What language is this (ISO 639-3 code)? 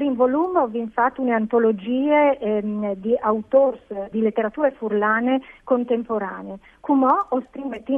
fur